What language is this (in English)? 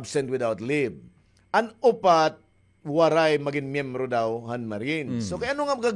Waray